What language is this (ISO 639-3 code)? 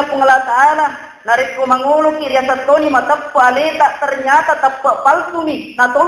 bug